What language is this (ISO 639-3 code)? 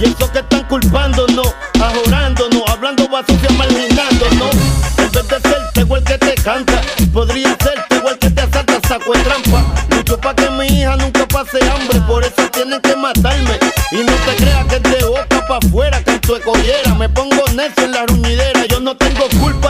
spa